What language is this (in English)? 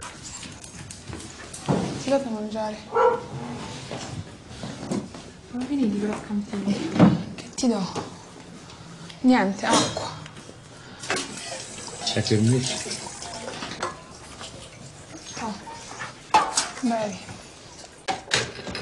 Italian